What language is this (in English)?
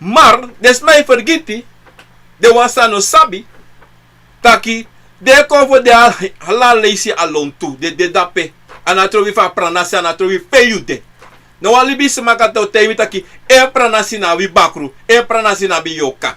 Sranan Tongo